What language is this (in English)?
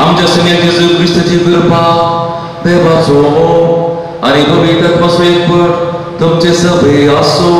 Konkani